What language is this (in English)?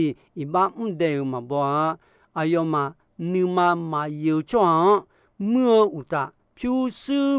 Akha